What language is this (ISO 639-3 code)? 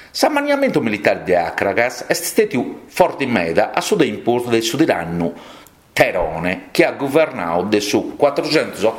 srd